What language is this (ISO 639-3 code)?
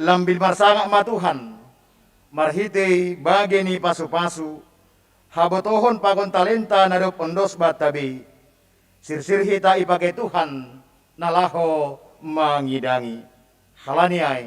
bts